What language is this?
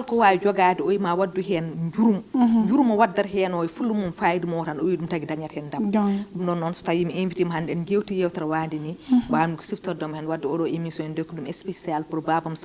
Fula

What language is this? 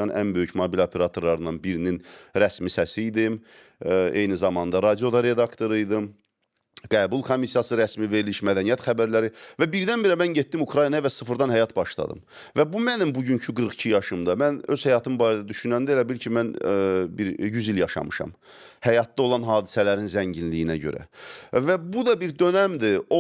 Azerbaijani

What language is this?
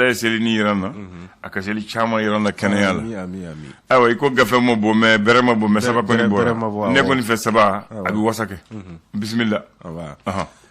Bambara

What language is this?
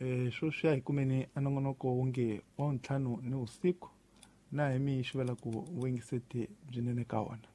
Tsonga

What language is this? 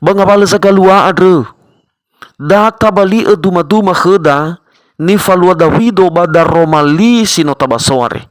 Nias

